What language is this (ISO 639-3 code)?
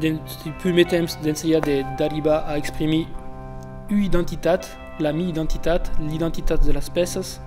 oci